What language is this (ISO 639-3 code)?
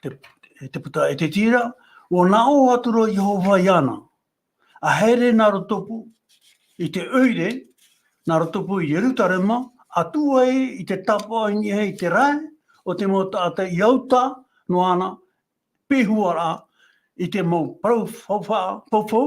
tah